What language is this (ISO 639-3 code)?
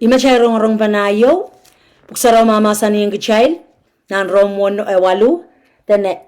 pon